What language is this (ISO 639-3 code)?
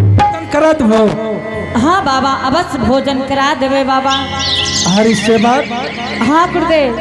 anp